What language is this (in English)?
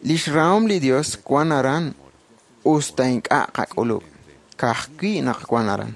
Kekchí